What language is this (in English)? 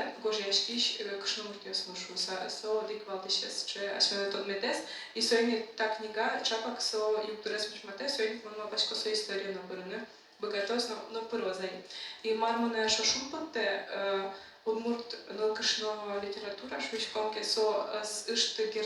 Udmurt